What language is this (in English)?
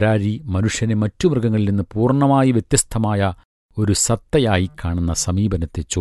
Malayalam